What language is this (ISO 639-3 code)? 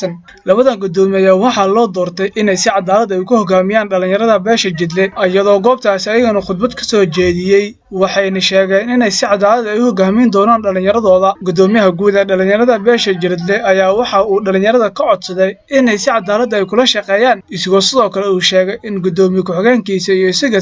som